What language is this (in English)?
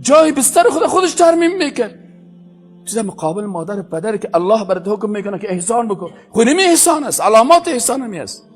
Persian